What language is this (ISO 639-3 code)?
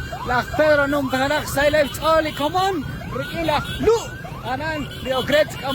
kek